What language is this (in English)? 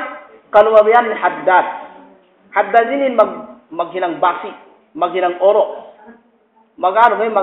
Yakan